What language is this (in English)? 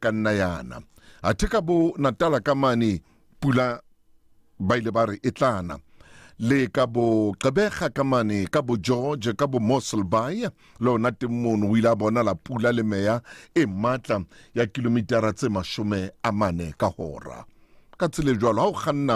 Southern Sotho